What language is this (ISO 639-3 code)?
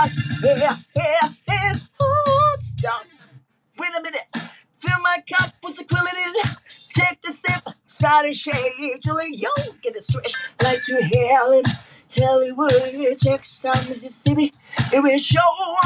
tha